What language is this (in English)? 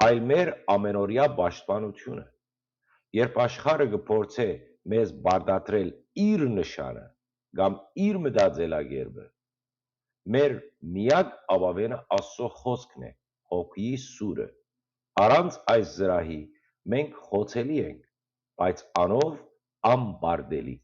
Western Armenian